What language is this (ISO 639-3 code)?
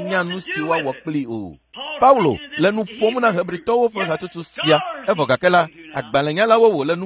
ewe